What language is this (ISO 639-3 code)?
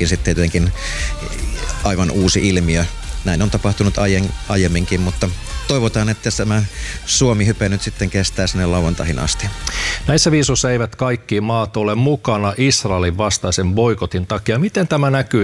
fin